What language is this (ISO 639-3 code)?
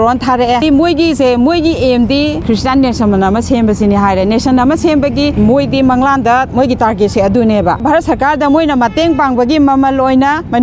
mni